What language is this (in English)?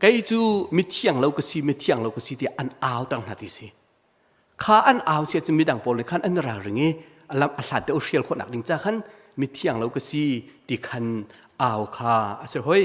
Hakha Chin